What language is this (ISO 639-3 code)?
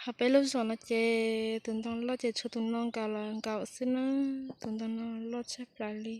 hmn